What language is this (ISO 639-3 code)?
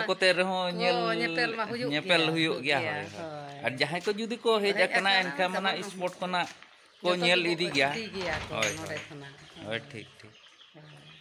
sat